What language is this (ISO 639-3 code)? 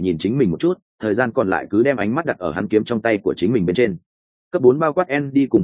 vie